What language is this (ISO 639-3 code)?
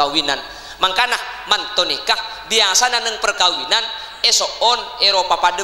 mad